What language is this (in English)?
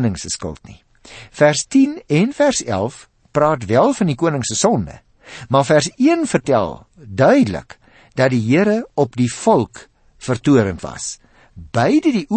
Afrikaans